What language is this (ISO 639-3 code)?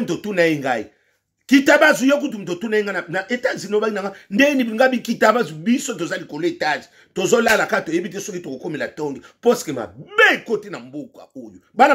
lin